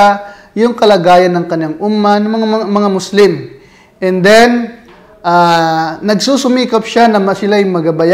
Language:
Filipino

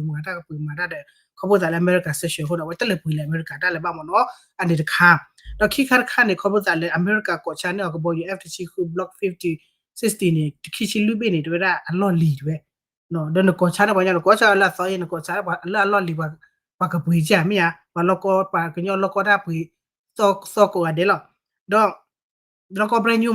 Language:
S'gaw Karen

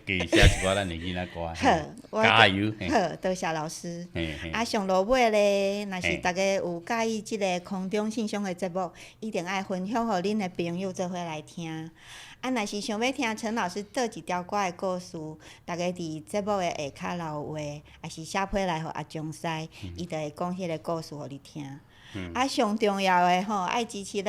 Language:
Min Nan Chinese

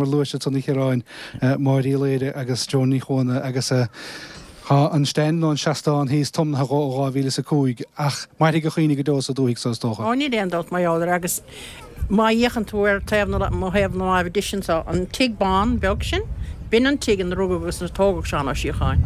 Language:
Irish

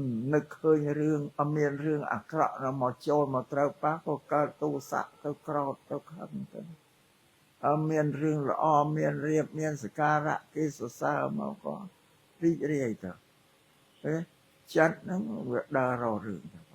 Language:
Khmer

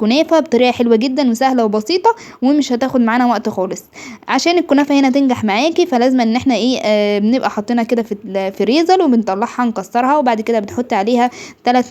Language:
Egyptian Arabic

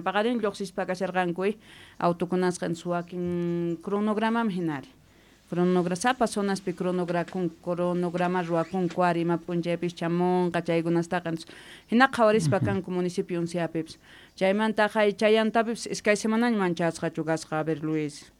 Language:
Quechua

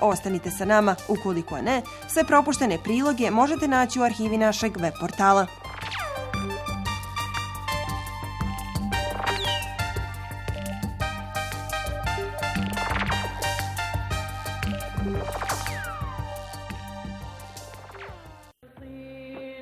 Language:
Bosnian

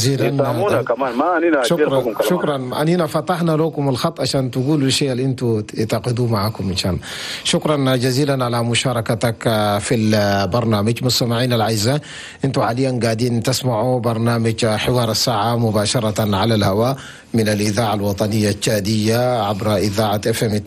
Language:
Chadian Arabic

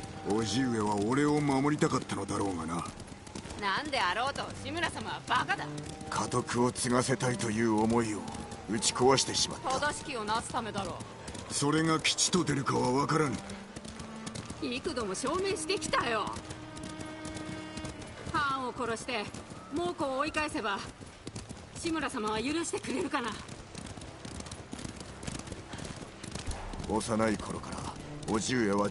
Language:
Japanese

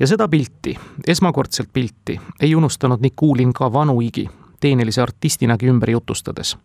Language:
Estonian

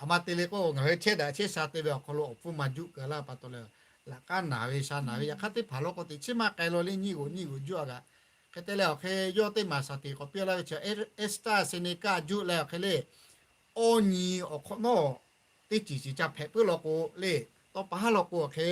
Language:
Lahu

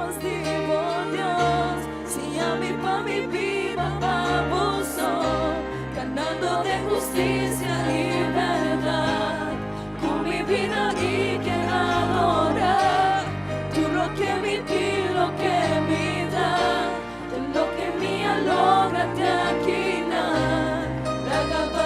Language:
Papiamento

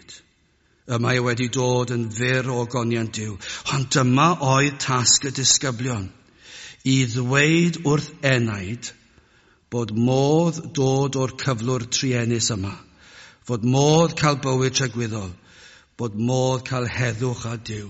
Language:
Welsh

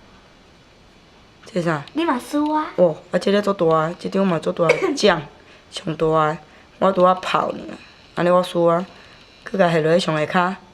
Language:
Min Nan Chinese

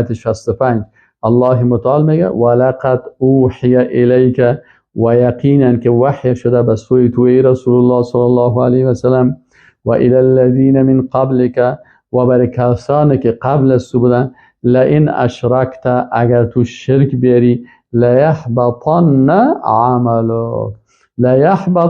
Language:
Persian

